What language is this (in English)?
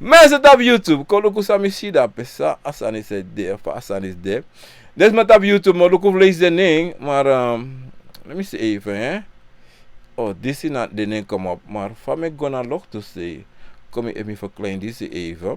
Sranan Tongo